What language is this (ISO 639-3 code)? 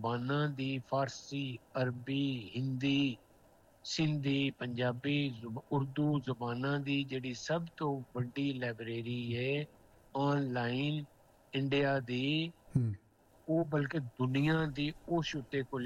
pan